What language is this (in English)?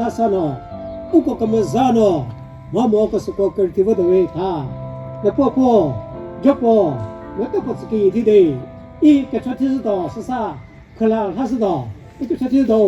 Chokri Naga